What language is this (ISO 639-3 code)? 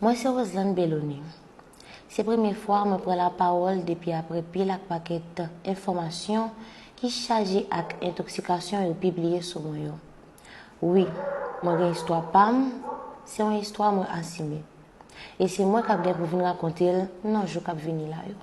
hat